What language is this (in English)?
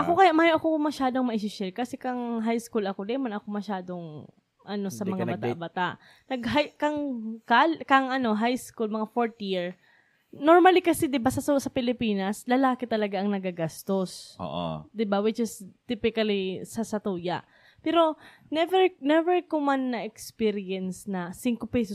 Bikol